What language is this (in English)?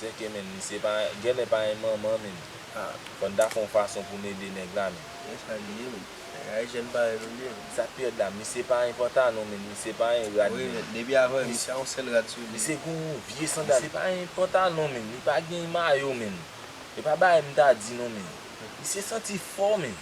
Haitian Creole